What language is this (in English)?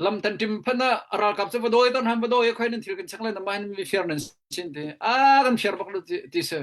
Hakha Chin